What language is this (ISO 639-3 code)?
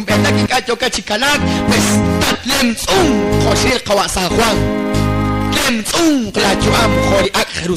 kek